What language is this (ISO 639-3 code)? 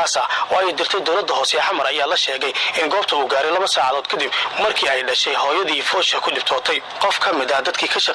som